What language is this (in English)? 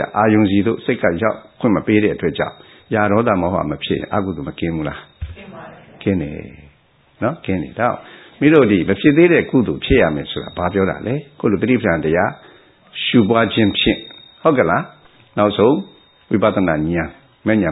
Burmese